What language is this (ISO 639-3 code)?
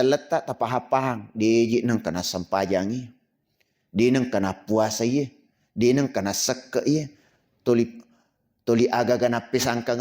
bug